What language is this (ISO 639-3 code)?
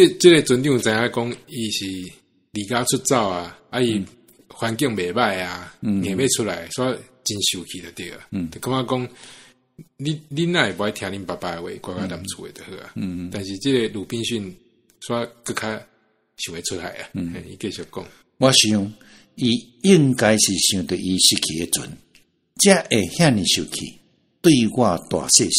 nan